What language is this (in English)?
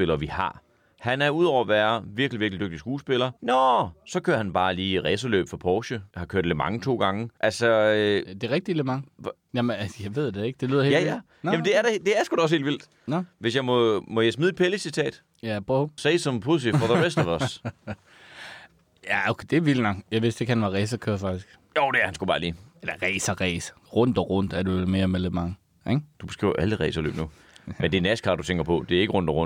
Danish